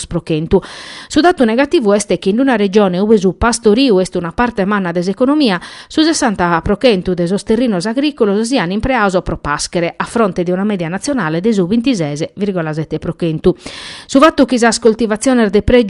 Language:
Sardinian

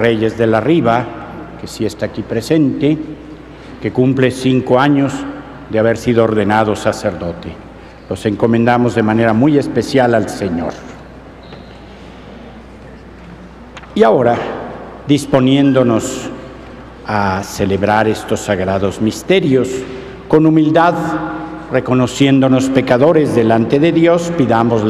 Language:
Spanish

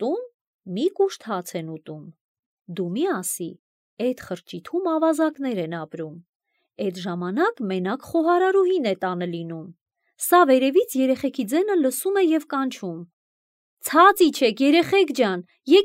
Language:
Armenian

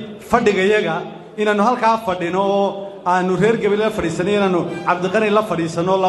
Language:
Somali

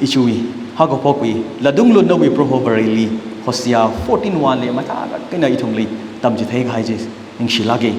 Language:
Tangkhul Naga (India)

